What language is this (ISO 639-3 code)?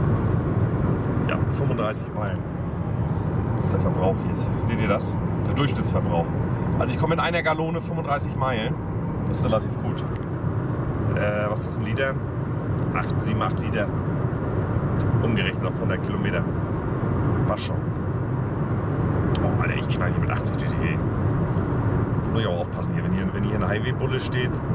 deu